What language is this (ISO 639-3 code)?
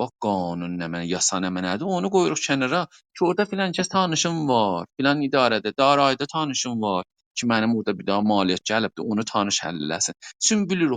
azb